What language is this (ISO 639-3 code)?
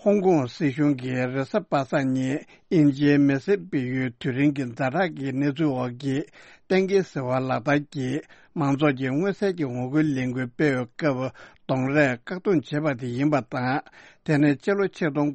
bod